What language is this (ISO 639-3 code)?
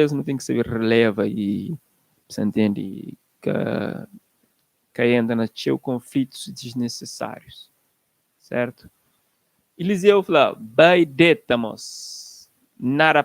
kea